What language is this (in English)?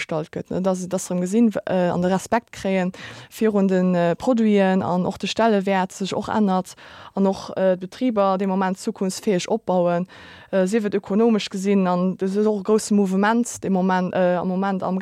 Luxembourgish